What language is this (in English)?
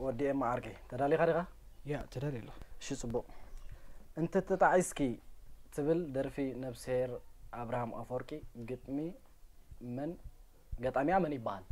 Tigrinya